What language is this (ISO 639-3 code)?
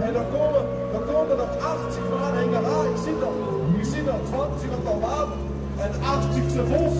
lim